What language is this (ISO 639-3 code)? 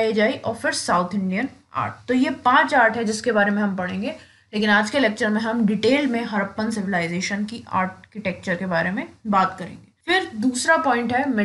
hin